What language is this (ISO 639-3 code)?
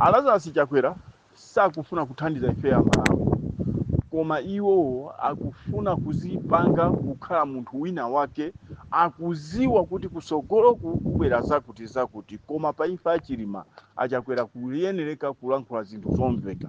nya